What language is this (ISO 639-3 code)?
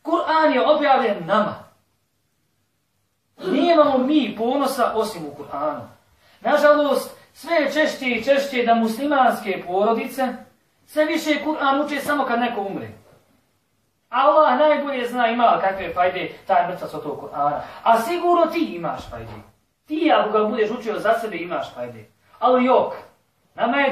bos